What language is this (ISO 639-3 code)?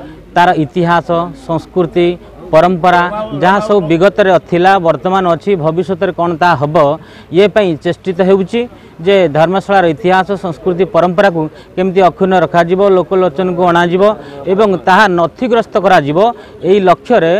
ori